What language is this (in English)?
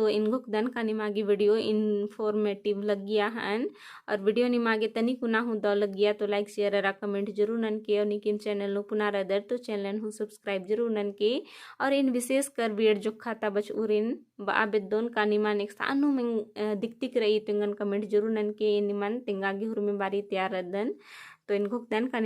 Kurukh